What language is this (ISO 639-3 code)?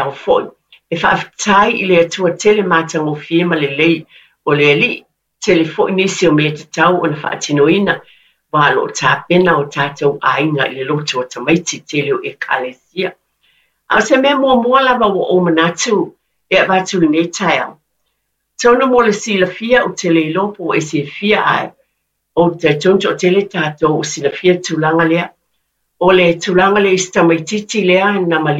smo